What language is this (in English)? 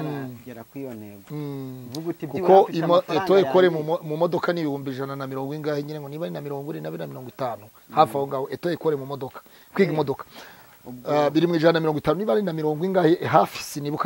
Kinyarwanda